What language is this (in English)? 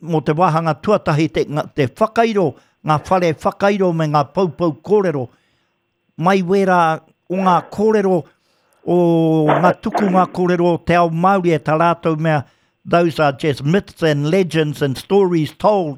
Māori